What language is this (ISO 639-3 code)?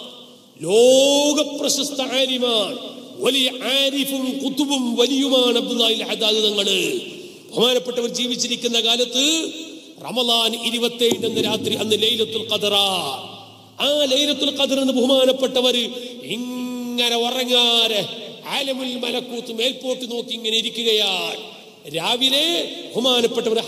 mal